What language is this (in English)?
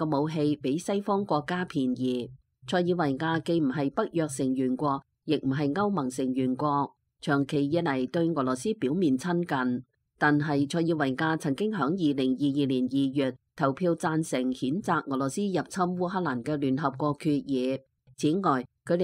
Cantonese